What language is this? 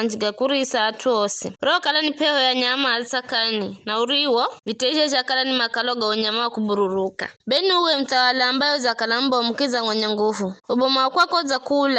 Giryama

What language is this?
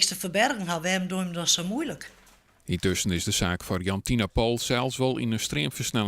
Western Frisian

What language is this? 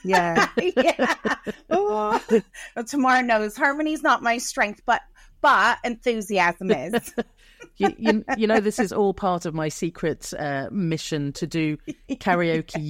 English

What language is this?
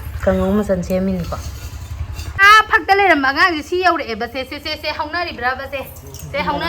Manipuri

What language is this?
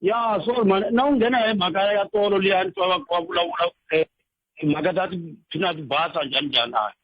Tsonga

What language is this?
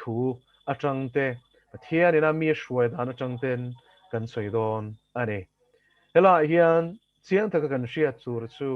Mizo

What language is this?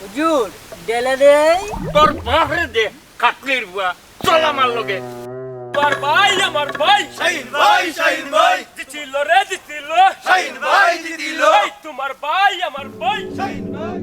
Sylheti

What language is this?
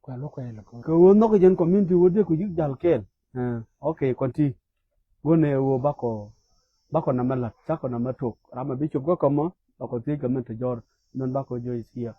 Nuer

